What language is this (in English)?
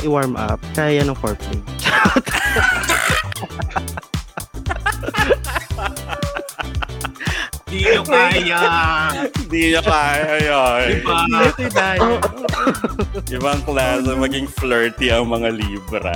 Filipino